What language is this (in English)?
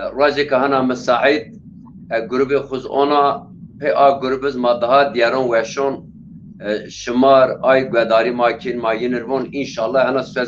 Zaza